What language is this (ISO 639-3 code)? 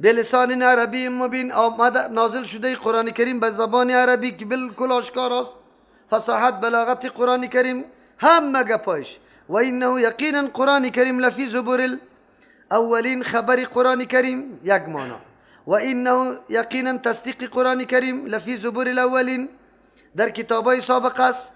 fas